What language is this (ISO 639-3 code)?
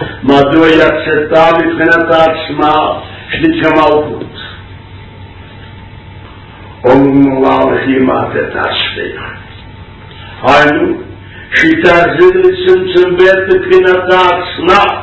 heb